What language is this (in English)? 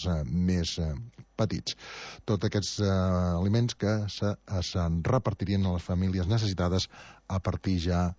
Catalan